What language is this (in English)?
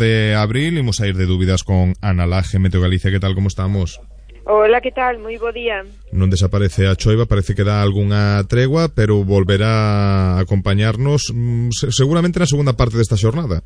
Galician